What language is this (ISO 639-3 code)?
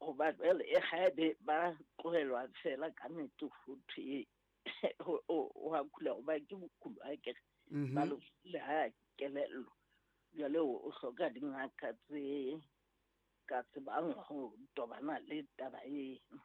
sot